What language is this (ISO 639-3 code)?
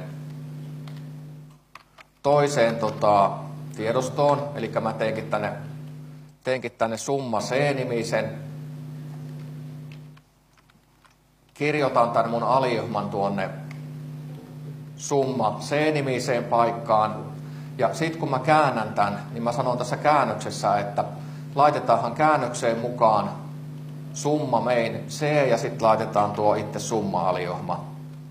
fin